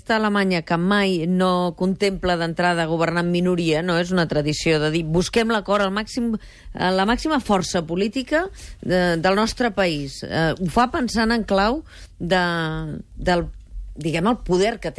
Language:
Catalan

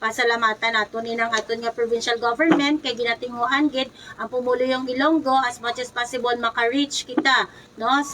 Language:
Hiligaynon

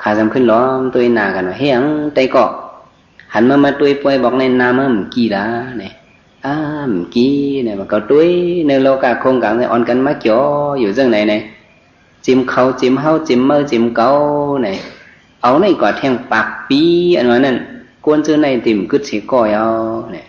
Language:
Shan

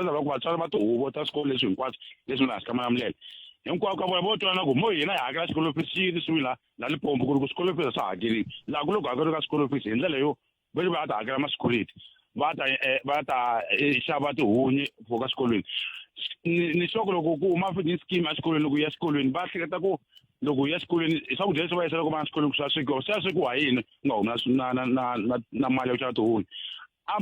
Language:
Tsonga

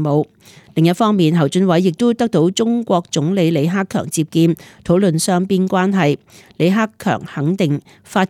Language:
Cantonese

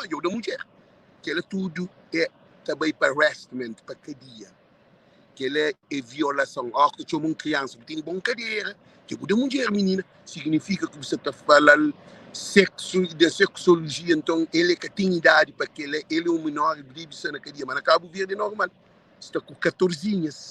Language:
Kabuverdianu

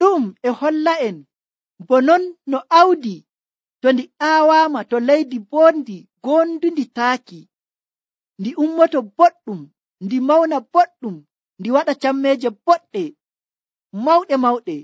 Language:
Nigerian Fulfulde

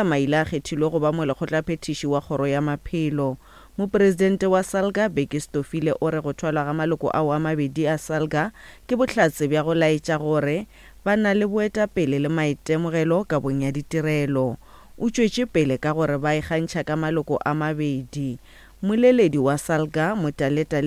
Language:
Northern Sotho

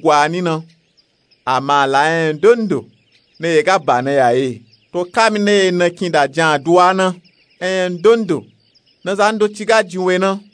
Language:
Nupe-Nupe-Tako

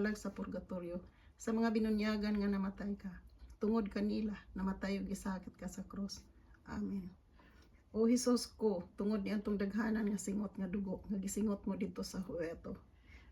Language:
Cebuano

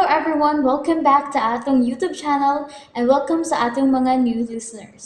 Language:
Cebuano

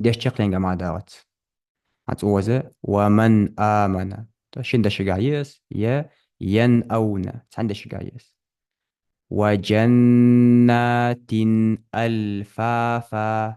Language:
Ingush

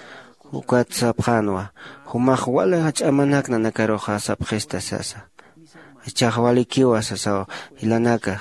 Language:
Aymara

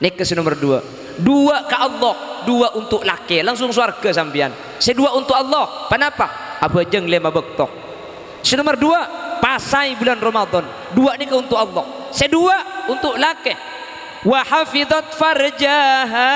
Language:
Madurese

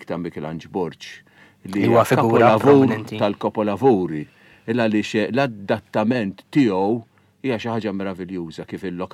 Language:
Maltese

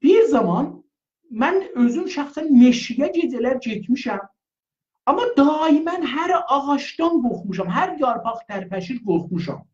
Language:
South Azerbaijani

